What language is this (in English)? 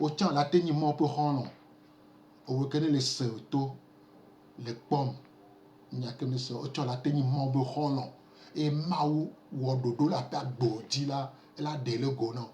Gen